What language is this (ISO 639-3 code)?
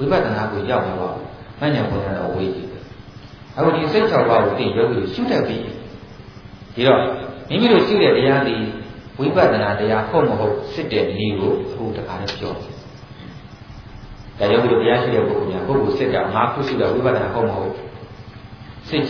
mya